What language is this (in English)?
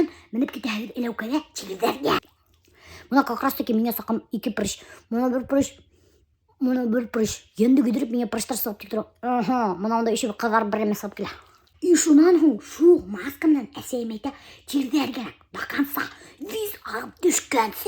Bashkir